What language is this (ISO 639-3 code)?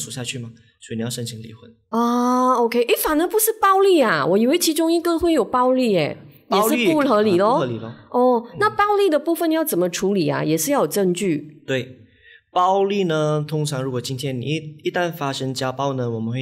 zho